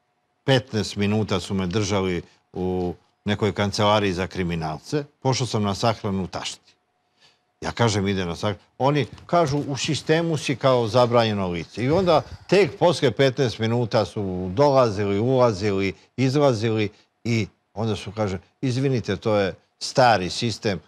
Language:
Serbian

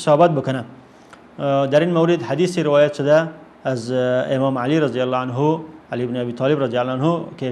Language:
Persian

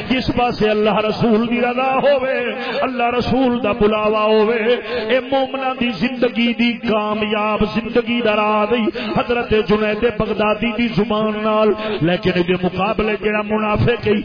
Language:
Saraiki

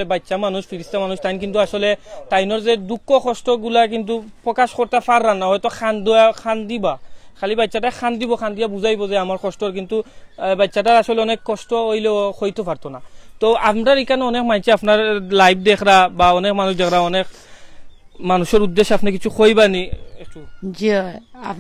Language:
Sylheti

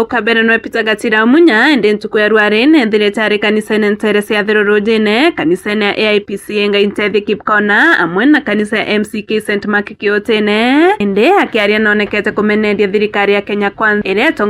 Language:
Meru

